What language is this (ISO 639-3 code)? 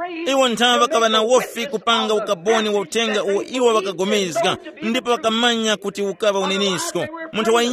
tum